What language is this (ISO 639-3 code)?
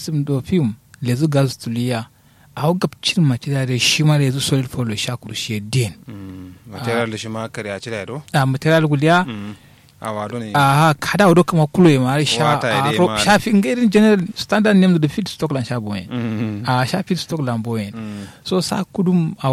kau